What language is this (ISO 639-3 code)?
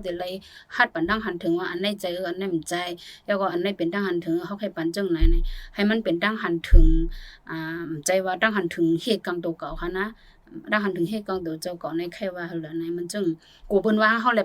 shn